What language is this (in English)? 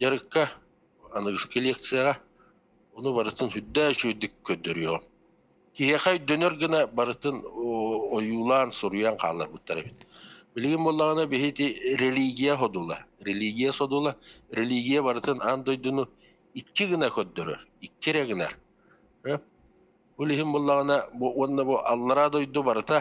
Yakut